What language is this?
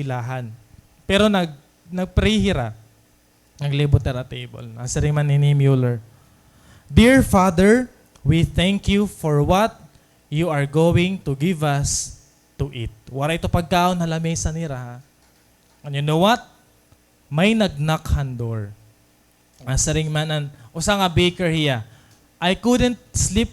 Waray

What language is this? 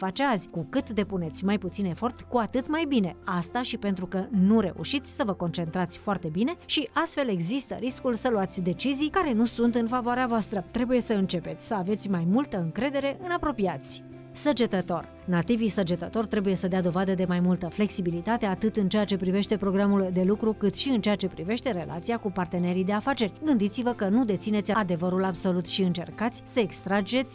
Romanian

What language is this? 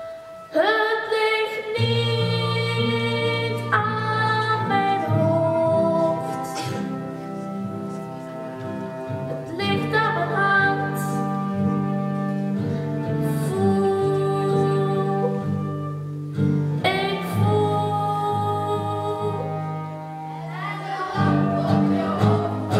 Dutch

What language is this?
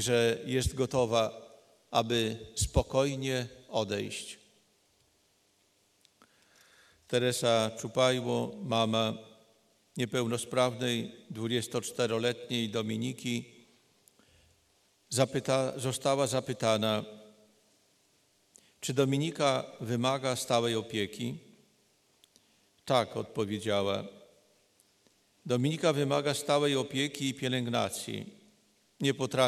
Polish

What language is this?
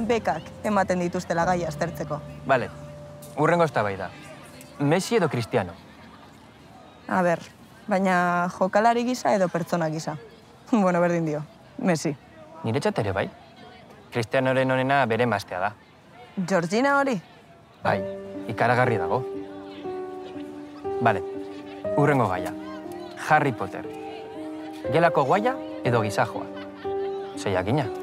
Basque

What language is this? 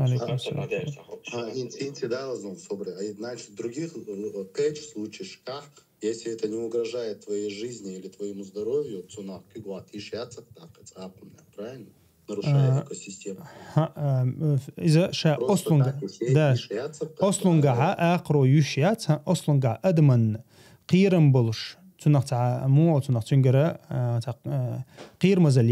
Chechen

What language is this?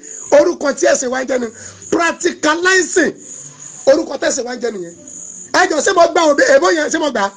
Yoruba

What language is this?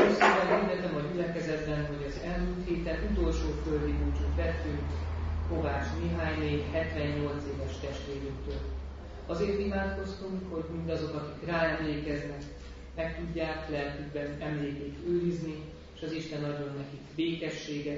Hungarian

